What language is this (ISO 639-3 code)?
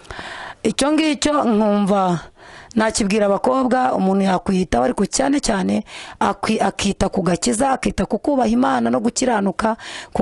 kin